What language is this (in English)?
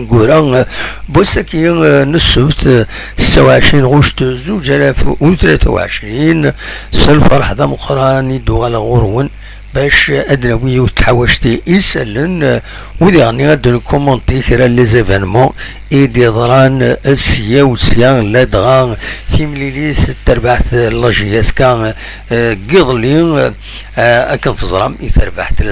Kabyle